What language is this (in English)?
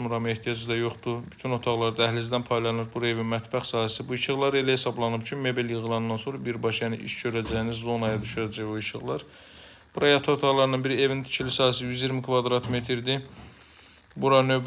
Azerbaijani